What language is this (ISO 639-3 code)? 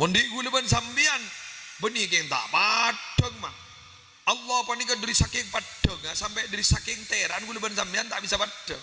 mad